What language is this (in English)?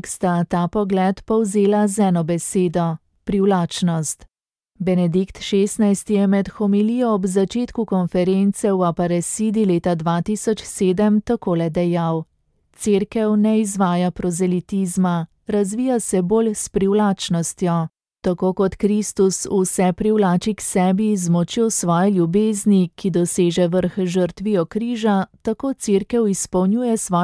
Slovenian